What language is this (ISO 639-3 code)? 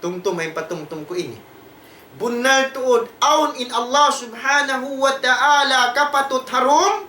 tsg